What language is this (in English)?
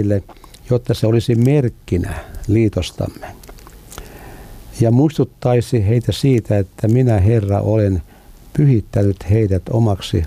Finnish